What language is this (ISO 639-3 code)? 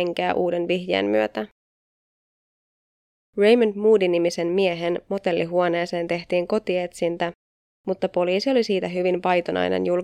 fin